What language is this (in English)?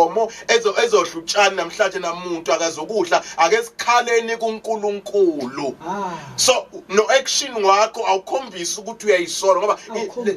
Zulu